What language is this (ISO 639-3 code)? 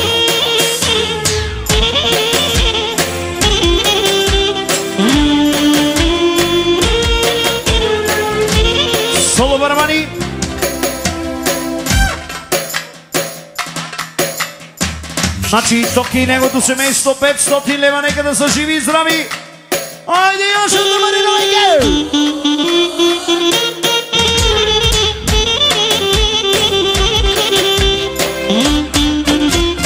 bul